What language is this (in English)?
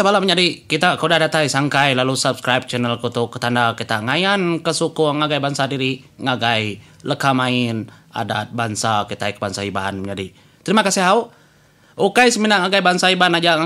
Iban